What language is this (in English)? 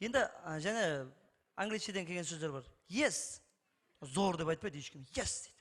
Kara-Kalpak